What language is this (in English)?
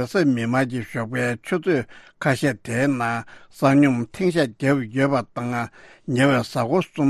Tibetan